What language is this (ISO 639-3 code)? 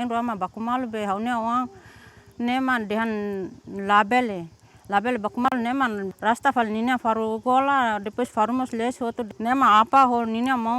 tet